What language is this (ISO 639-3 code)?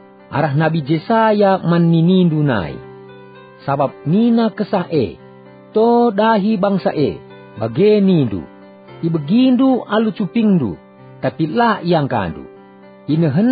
btx